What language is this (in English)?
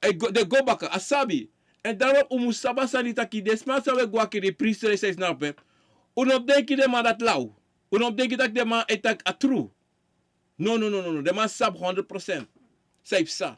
Sranan Tongo